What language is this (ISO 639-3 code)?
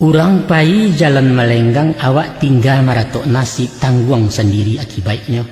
min